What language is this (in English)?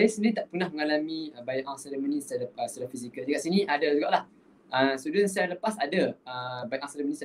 Malay